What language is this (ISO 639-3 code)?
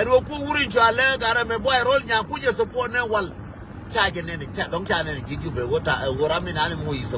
nus